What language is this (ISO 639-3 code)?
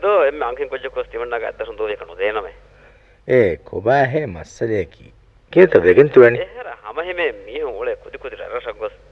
div